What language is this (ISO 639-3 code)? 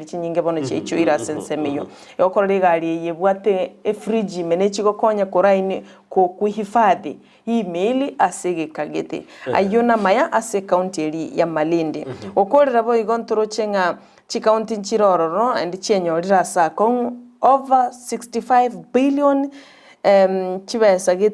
guz